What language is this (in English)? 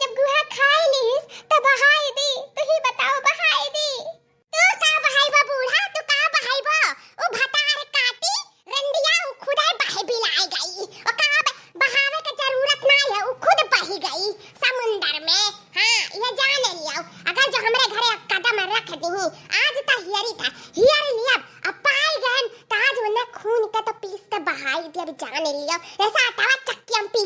Awadhi